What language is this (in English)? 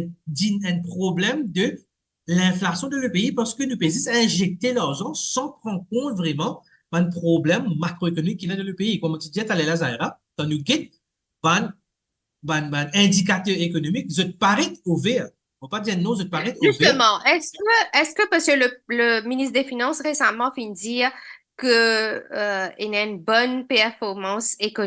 Morisyen